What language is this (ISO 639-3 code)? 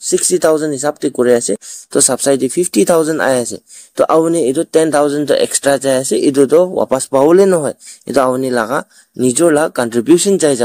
nag